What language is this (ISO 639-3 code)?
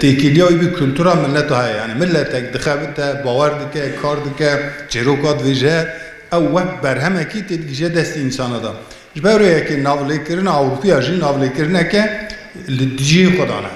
kur